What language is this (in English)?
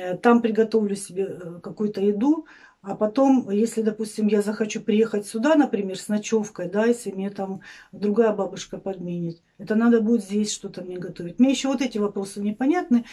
Russian